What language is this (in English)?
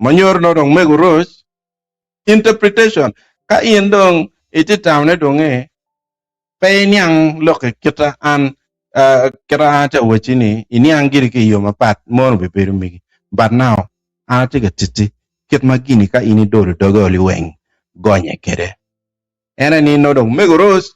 Acoli